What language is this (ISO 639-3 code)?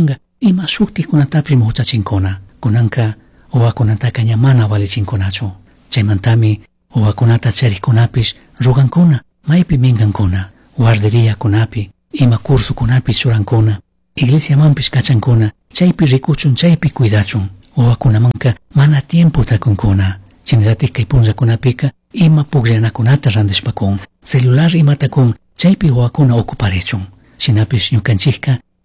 qug